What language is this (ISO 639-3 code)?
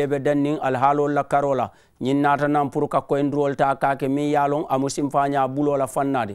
man